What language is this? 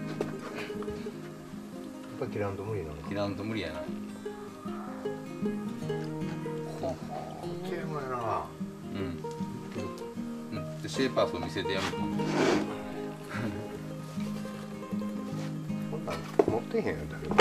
Japanese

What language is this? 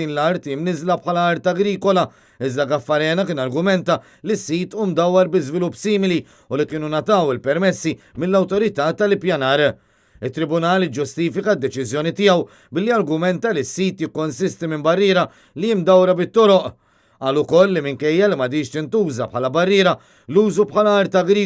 Maltese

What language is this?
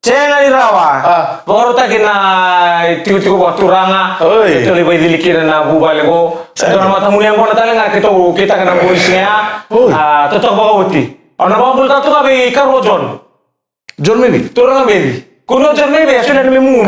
Fijian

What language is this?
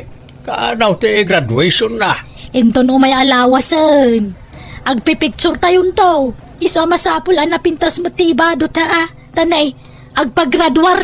Iloko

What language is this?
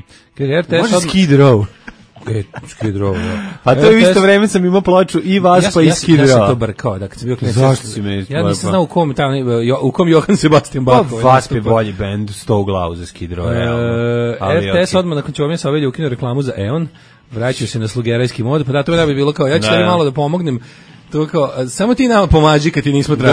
Serbian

